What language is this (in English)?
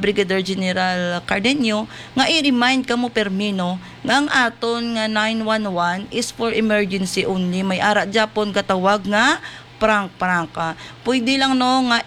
Hiligaynon